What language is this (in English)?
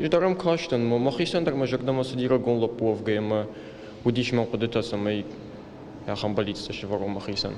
Ossetic